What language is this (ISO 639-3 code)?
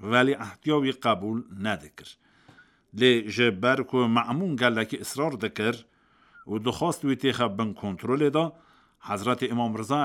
kur